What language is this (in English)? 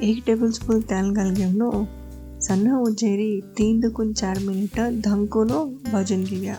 Konkani